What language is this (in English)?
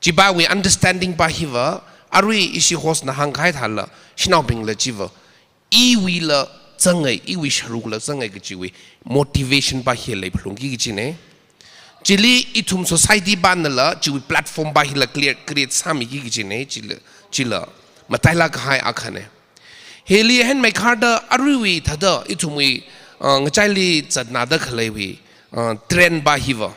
Tangkhul Naga (India)